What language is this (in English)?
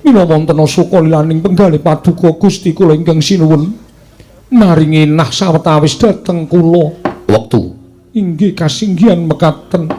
Javanese